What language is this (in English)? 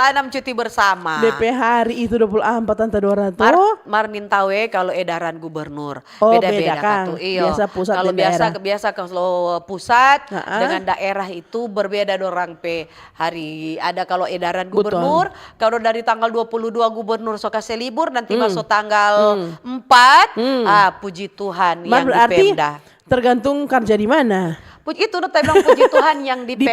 Manado Malay